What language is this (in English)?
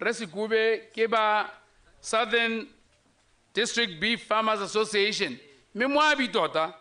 Tswana